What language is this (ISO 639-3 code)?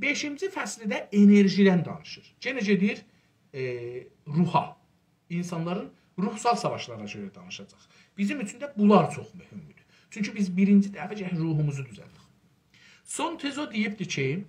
azb